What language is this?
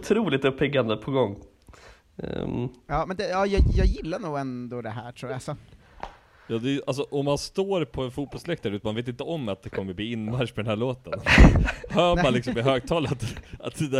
Swedish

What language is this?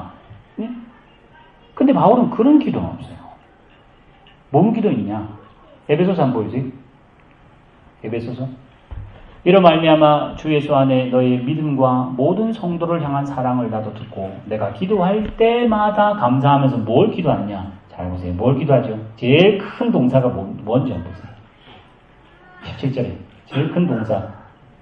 Korean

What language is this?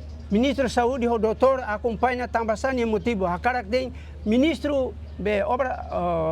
Tetum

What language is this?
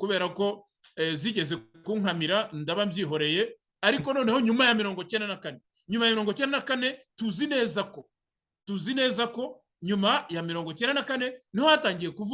Kinyarwanda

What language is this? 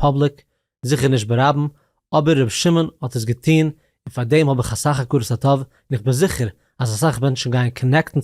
Yiddish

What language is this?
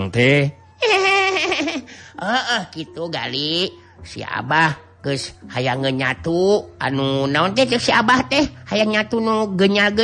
Sundanese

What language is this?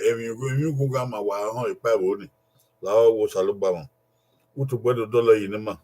Bini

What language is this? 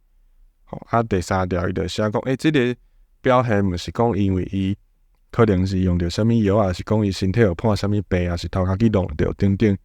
Min Nan Chinese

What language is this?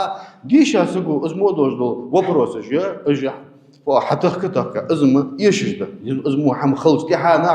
Ingush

